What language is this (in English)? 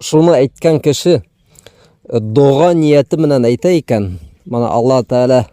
Bashkir